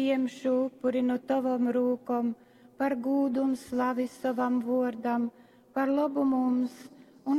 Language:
Latgalian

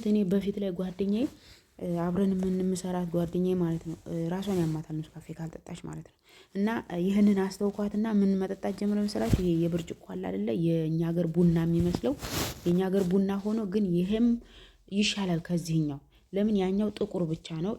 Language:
Amharic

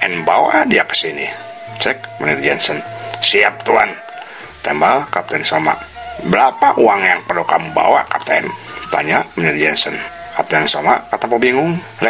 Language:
Sundanese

